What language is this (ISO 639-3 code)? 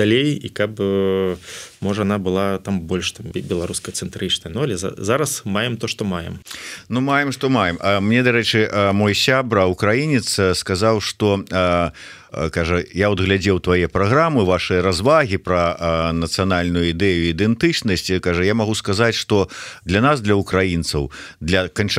bel